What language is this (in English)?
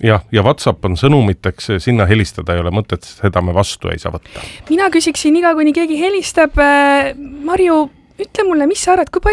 Estonian